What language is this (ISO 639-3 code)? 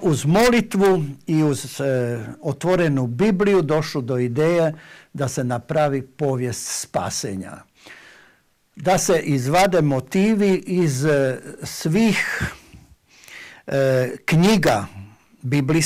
hrv